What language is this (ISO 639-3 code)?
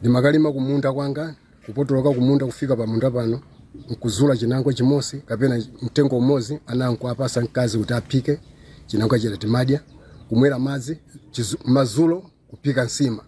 nya